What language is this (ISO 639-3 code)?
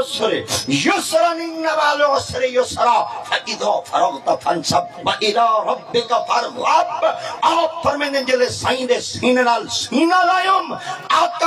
skr